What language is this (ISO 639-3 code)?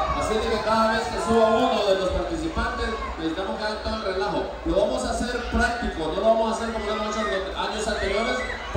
spa